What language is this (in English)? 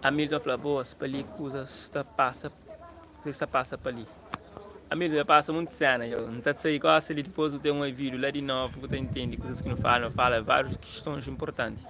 Kabuverdianu